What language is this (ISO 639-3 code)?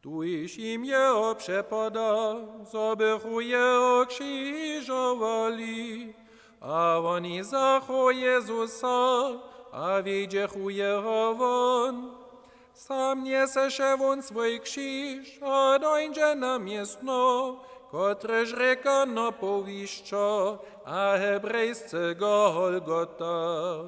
hsb